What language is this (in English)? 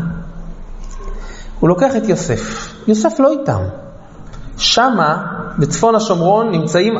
Hebrew